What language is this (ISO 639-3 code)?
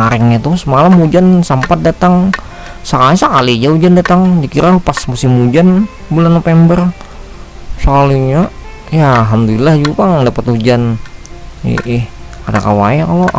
bjn